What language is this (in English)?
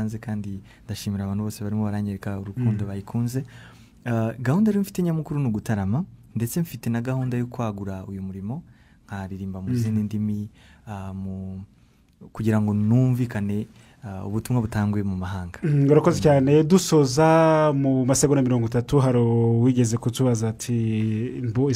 Kinyarwanda